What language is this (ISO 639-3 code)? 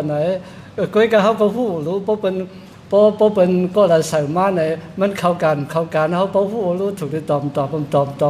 shn